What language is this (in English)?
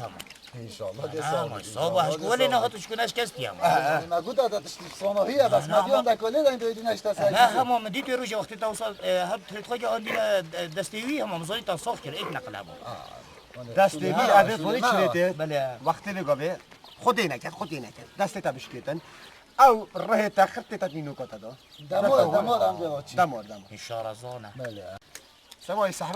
Kurdish